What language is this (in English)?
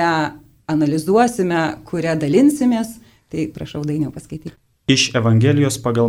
Lithuanian